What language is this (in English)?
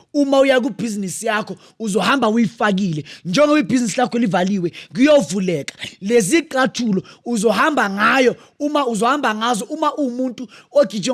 Zulu